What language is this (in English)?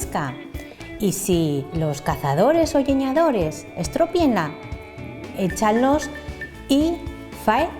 Asturian